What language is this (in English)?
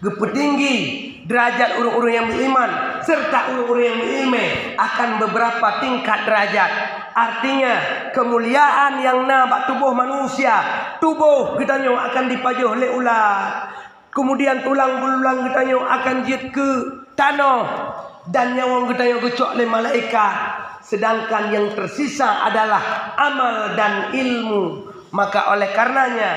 Achinese